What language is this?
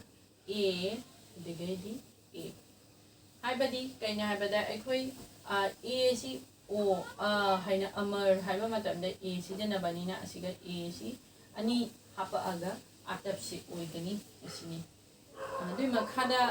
Manipuri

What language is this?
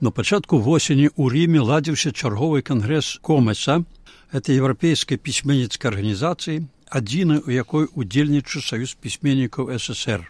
Belarusian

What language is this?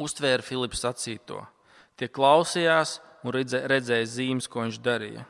Latvian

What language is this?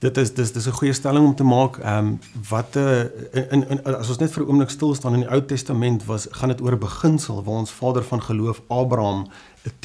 Afrikaans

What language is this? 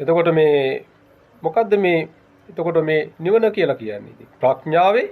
Sinhala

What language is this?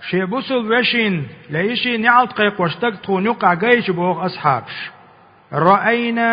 Chechen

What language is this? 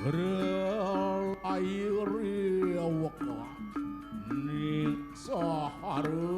Balinese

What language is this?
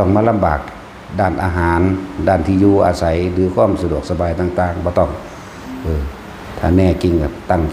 Lao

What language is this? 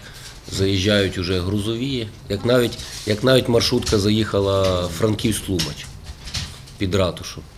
Ukrainian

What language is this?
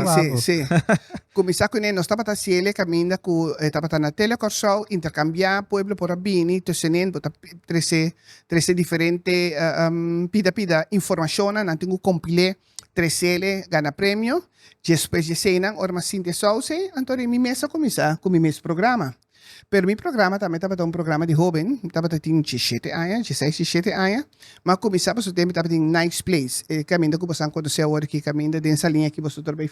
Papiamento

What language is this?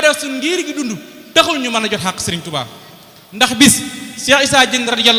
Wolof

